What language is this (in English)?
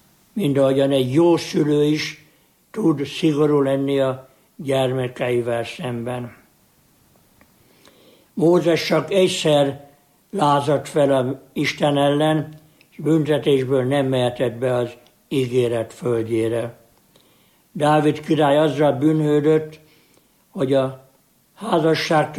Hungarian